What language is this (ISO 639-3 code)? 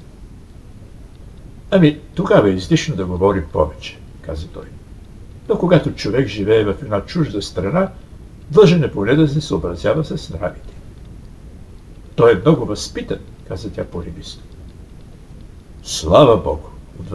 bul